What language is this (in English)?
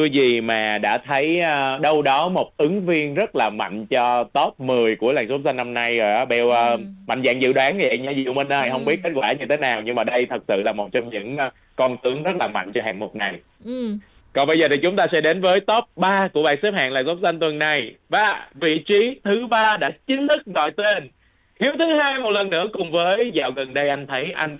Vietnamese